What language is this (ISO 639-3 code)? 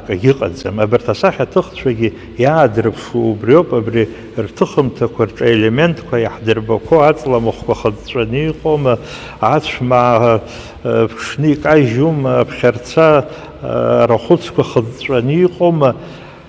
abk